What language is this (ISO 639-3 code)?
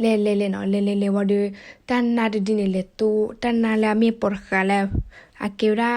ksw